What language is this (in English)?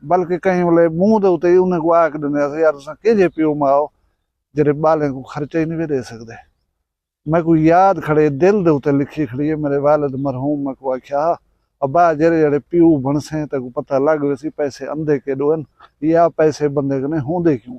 Saraiki